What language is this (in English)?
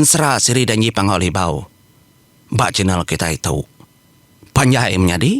Iban